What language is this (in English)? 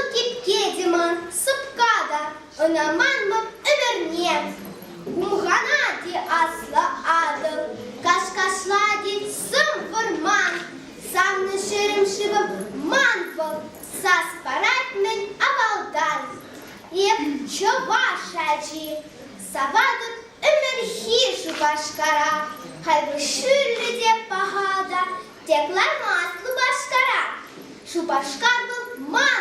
Chuvash